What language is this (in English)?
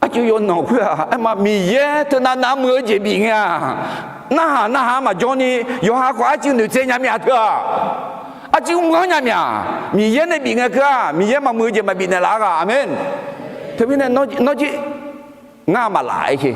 Akha